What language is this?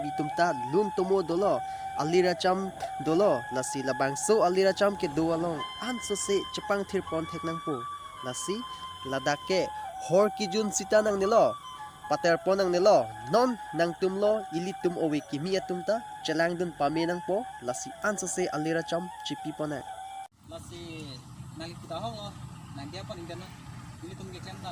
Karbi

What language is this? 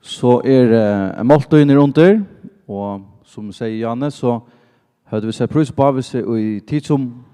Faroese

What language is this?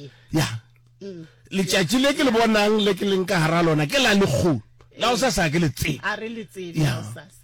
Northern Sotho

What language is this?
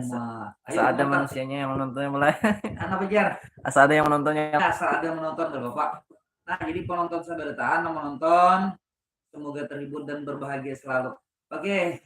Banjar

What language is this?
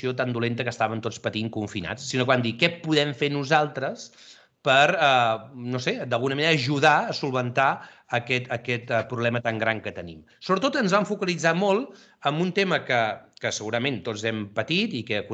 Catalan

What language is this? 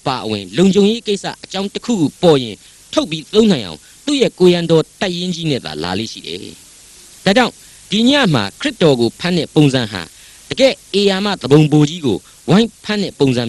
Burmese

